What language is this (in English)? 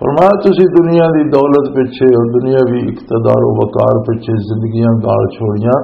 Western Panjabi